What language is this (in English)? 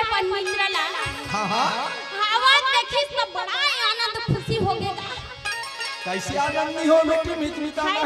Chhattisgarhi